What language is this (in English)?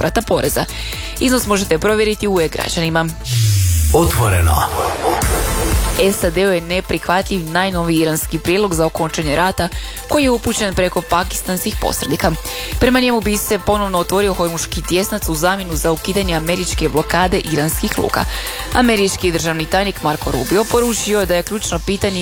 Croatian